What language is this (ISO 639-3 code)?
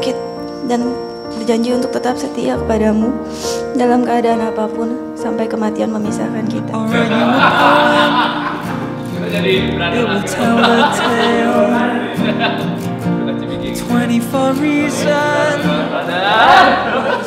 ind